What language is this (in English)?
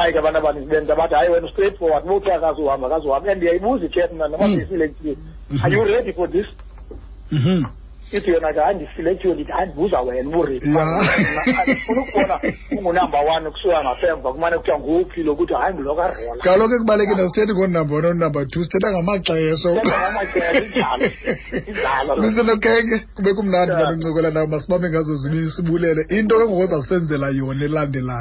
Xhosa